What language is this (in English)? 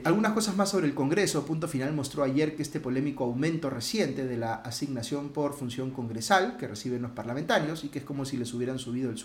Spanish